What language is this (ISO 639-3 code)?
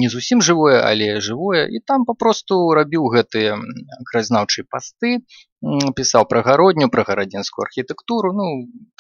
bel